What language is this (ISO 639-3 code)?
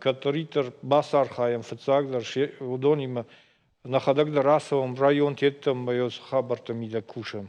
oss